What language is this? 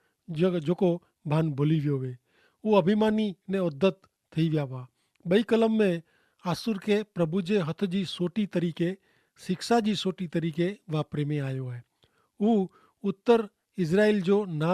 Kachhi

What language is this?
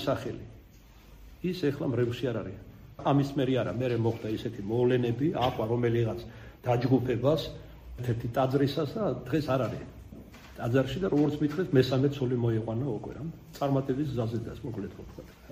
Georgian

